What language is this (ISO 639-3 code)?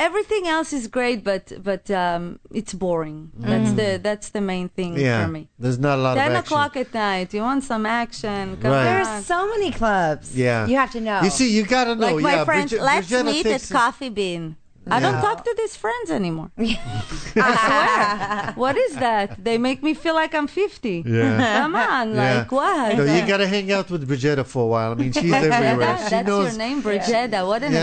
eng